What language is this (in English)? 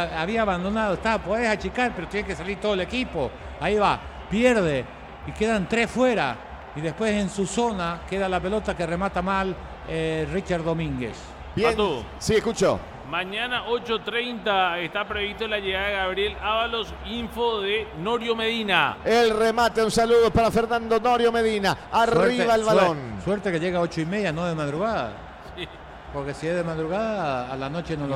Spanish